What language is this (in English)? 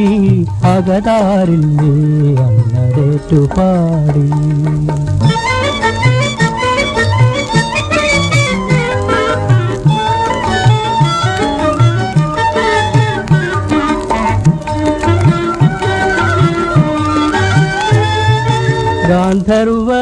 Malayalam